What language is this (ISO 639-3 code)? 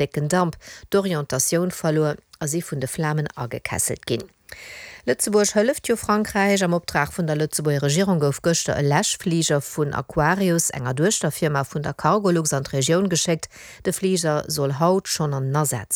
ltz